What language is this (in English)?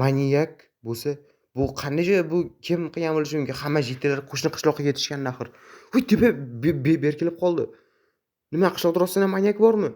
Uzbek